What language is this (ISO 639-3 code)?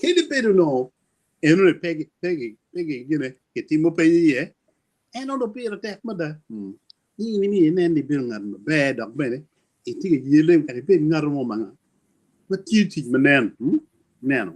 ach